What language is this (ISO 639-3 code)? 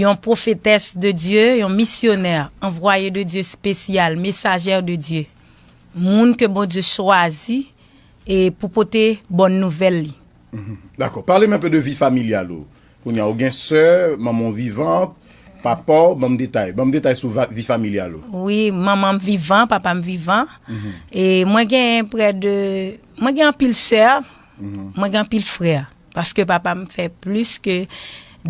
hat